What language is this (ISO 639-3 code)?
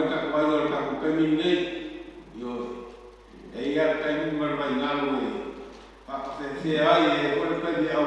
smo